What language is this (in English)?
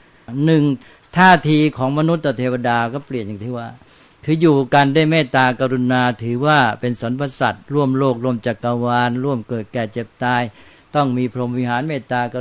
Thai